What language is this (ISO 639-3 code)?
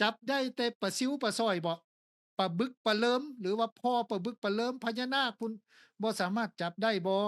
lao